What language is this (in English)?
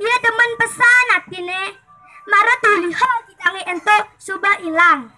Balinese